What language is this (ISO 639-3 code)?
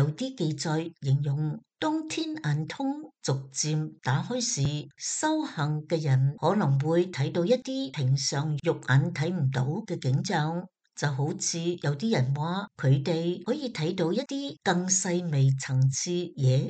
yue